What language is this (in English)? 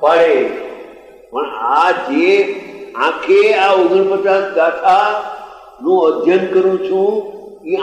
Gujarati